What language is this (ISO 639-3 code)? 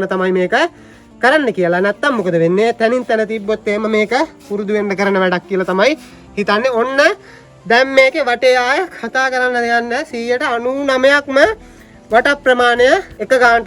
sin